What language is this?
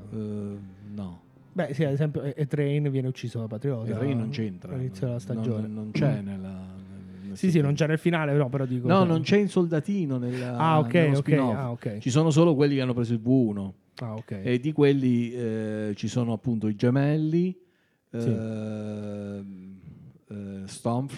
Italian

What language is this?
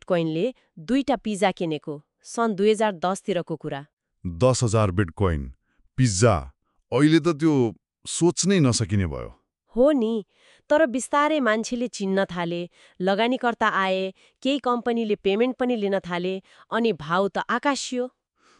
Nepali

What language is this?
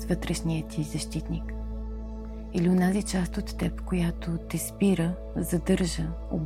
Bulgarian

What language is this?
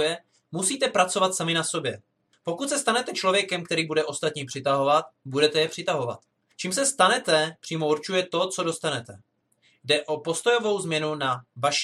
Czech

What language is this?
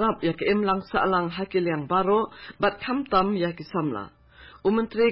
Khasi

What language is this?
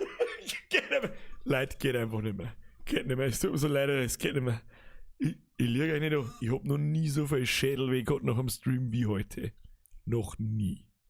Bavarian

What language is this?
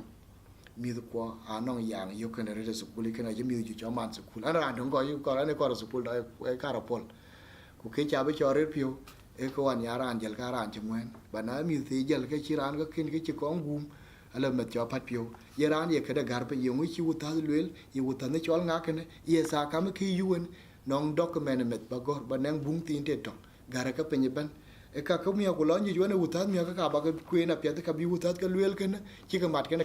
Dinka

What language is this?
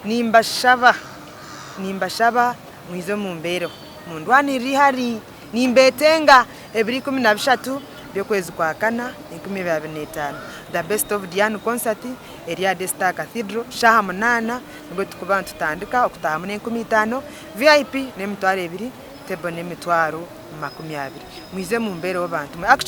Nyankole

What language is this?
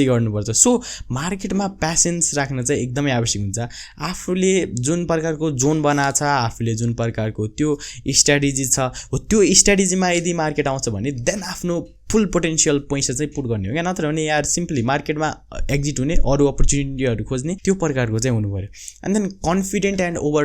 Nepali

